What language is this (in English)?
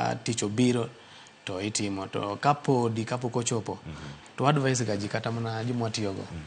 Luo (Kenya and Tanzania)